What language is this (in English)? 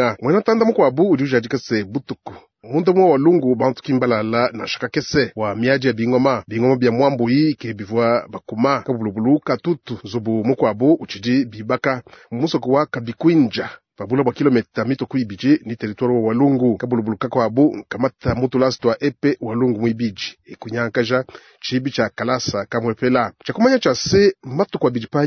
Luba-Lulua